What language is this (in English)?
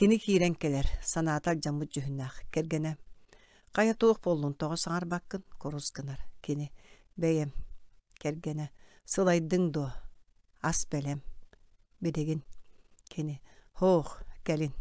Yakut